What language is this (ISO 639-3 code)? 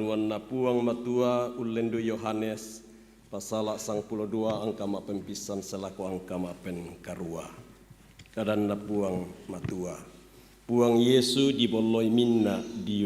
sda